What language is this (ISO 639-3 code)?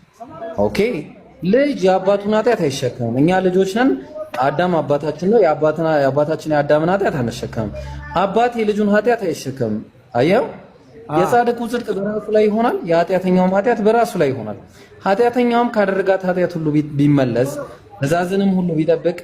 amh